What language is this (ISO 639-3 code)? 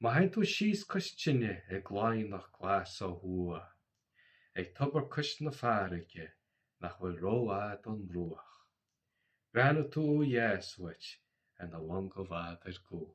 gle